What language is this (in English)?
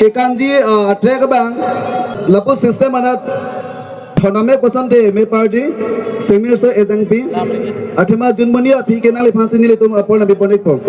Karbi